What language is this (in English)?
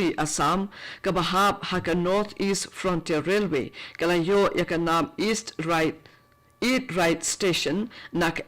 Khasi